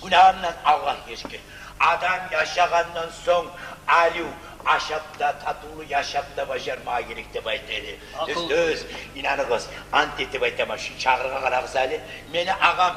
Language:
Kumyk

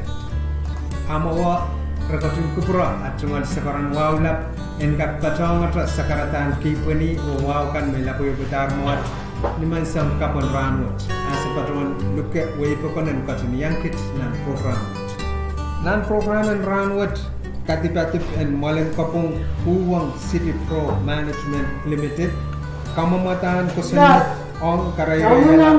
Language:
Pohnpeian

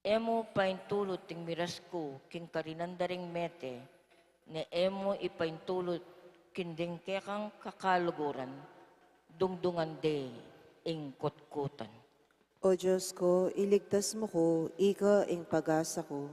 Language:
Pampanga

